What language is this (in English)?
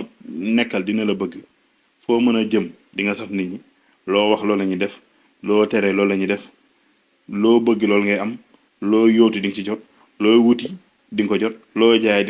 Wolof